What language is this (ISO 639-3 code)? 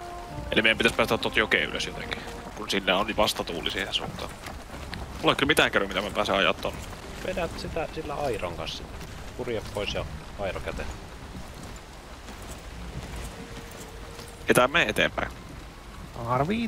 fin